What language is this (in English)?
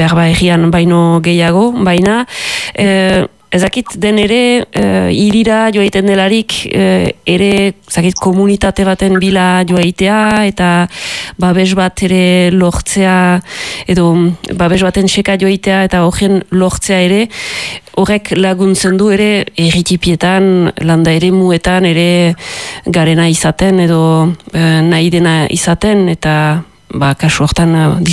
Basque